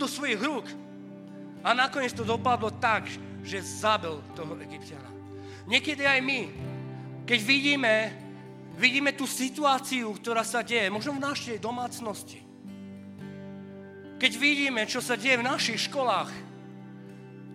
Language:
Slovak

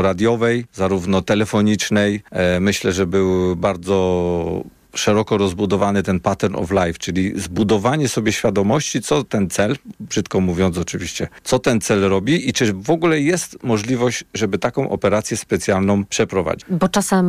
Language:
Polish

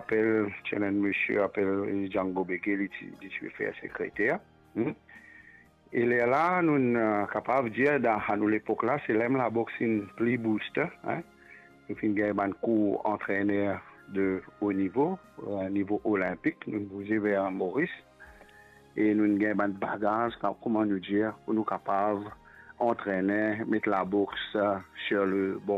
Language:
Morisyen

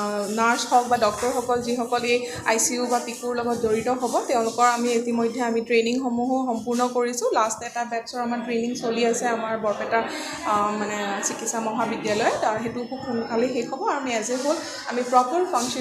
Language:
Assamese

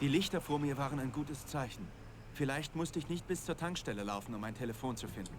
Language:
Bavarian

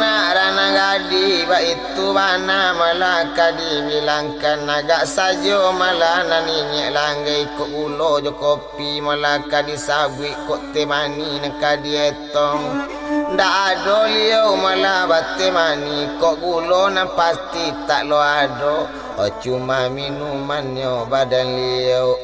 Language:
Minangkabau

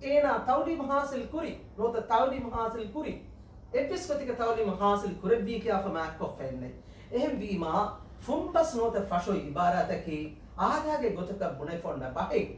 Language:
Divehi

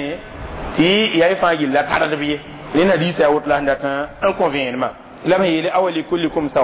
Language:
Mossi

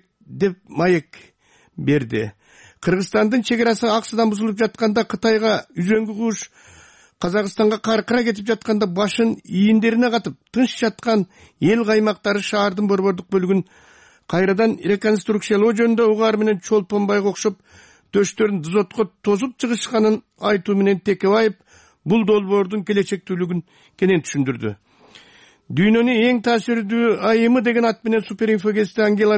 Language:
Kyrgyz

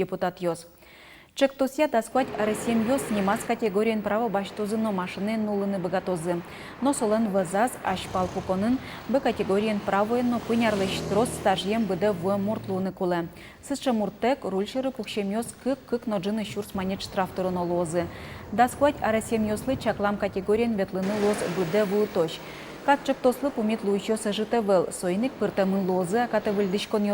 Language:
Udmurt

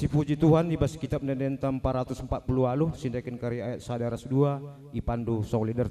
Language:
Batak Karo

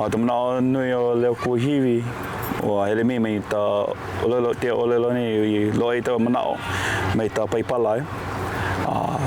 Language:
Hawaiian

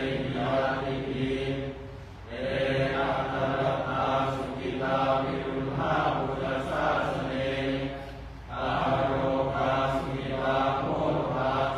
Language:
Pali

